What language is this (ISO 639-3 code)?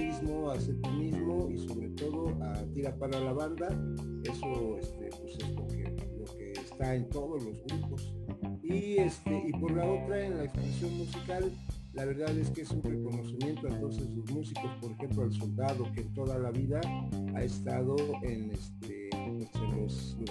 spa